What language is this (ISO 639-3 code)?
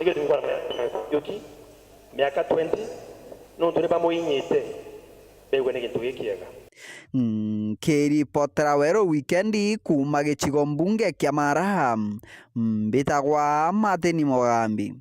mer